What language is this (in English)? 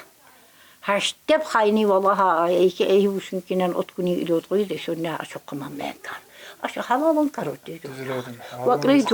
Tsakhur